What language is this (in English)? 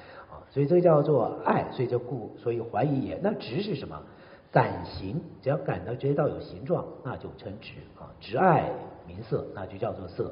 Chinese